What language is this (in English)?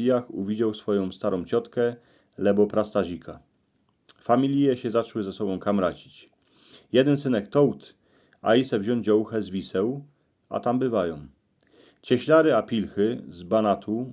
Silesian